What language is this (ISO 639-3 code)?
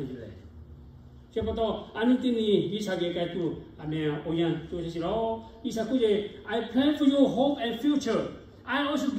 lhu